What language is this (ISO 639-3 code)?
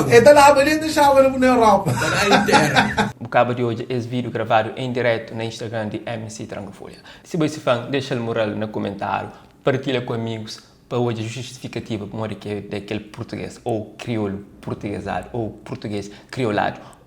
kea